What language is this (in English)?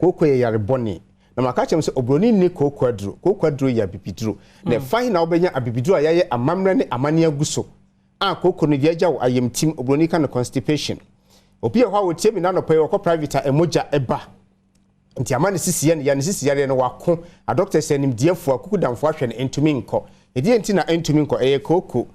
Akan